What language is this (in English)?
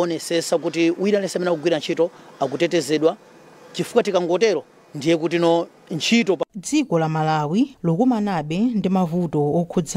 Nyanja